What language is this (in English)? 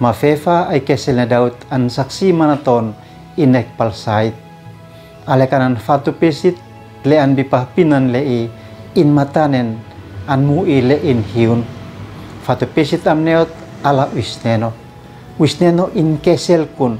Uab Meto